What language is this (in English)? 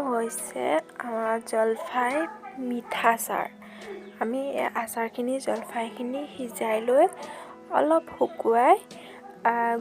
Assamese